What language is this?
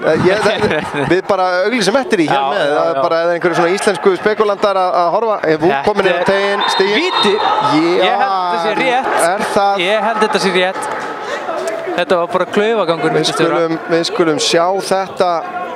Icelandic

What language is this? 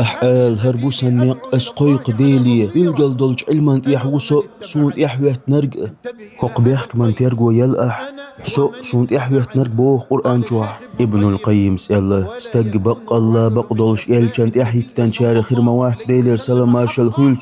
Chechen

